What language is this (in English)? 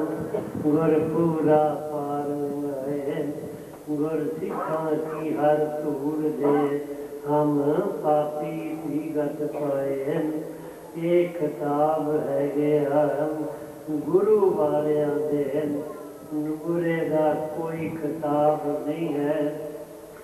Punjabi